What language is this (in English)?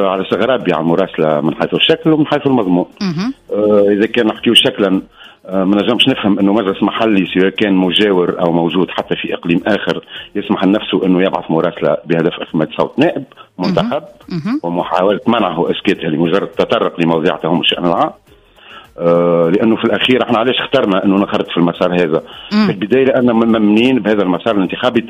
Tunisian Arabic